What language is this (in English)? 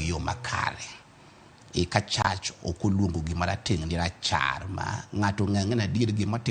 Luo (Kenya and Tanzania)